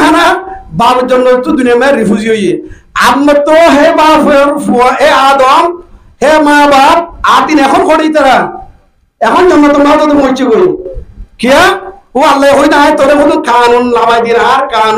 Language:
Rohingya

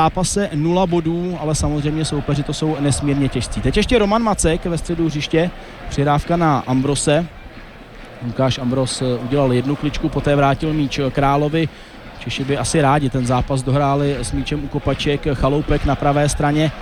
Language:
Czech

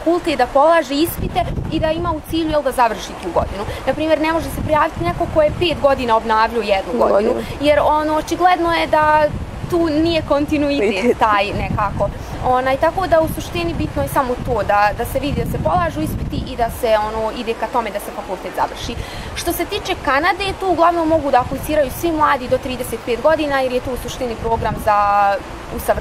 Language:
Bosnian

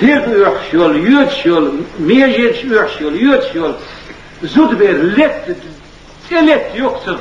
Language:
Chechen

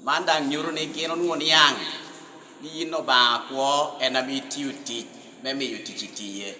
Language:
Lango (Uganda)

